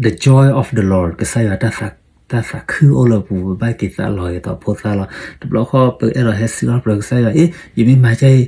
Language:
S'gaw Karen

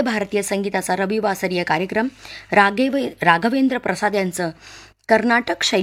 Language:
Marathi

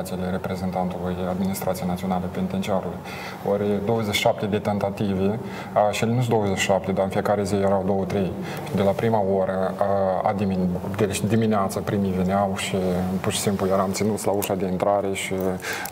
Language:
Romanian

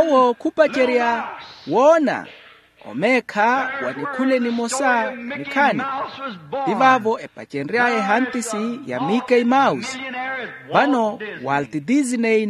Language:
Makhuwa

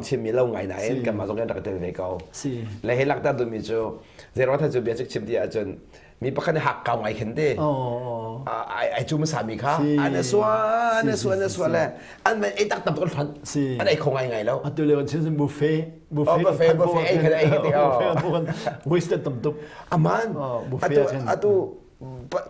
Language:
Hakha Chin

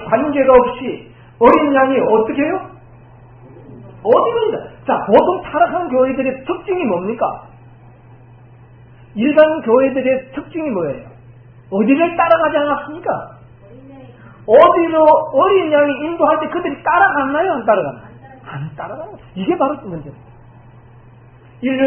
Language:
Korean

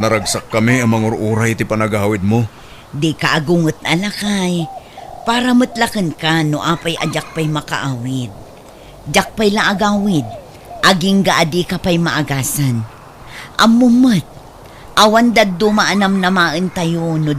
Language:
Iloko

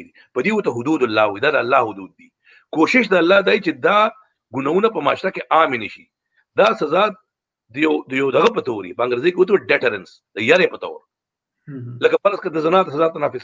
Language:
Pashto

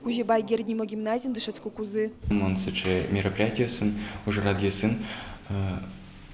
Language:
Udmurt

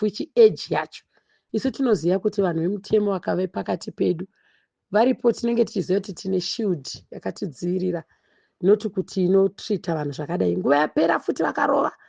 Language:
Shona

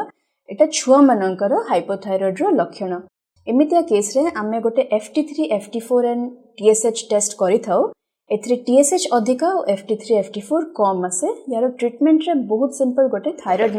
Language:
Odia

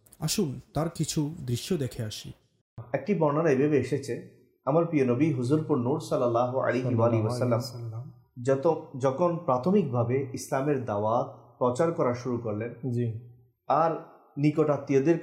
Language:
Bangla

